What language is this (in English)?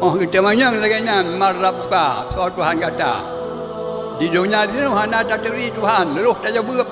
Achinese